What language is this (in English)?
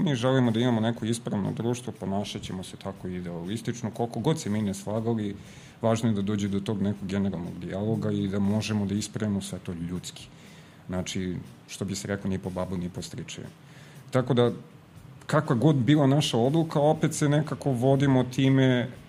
Serbian